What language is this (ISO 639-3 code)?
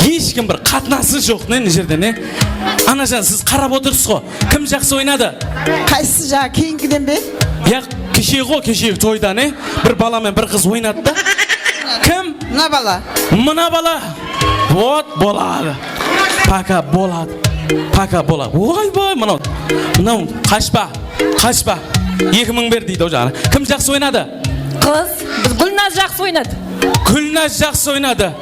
kaa